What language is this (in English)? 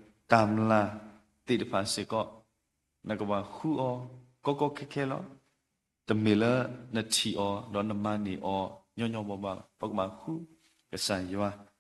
S'gaw Karen